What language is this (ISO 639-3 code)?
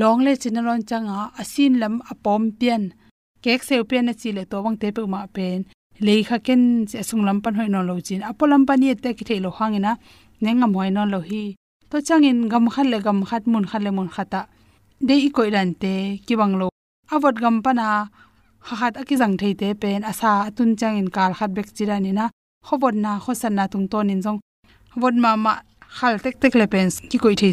ctd